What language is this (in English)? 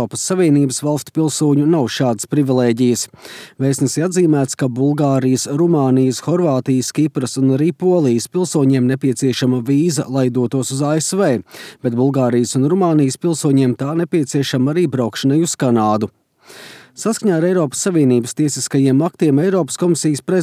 Latvian